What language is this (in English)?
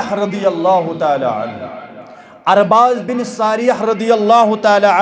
Kashmiri